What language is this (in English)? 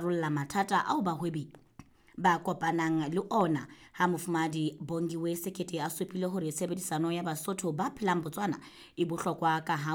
Southern Sotho